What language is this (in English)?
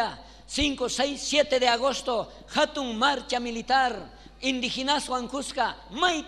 South Bolivian Quechua